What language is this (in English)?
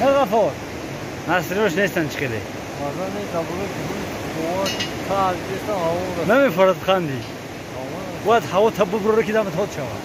Tajik